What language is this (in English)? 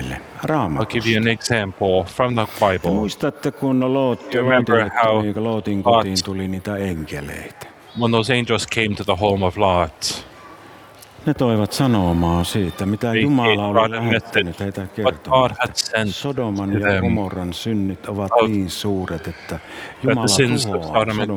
Finnish